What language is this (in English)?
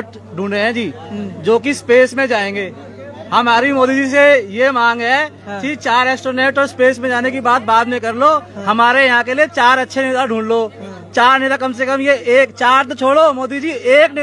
Hindi